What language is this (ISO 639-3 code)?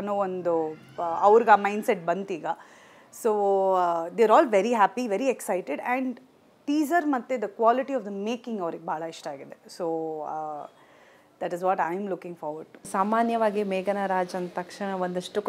kan